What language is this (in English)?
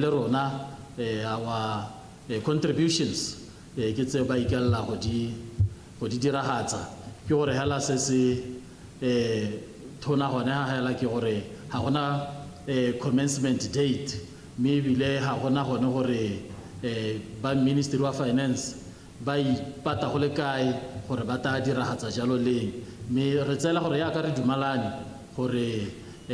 Tswana